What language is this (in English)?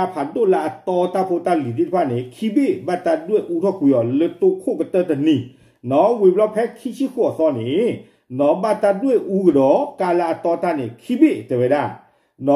S'gaw Karen